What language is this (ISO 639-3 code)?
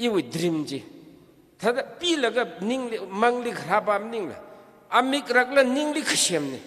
nmf